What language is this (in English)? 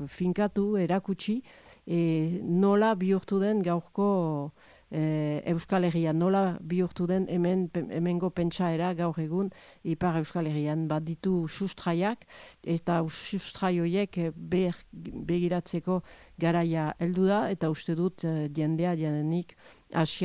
Basque